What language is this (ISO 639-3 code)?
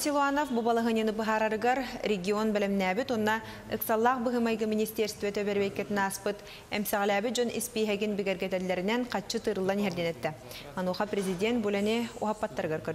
sah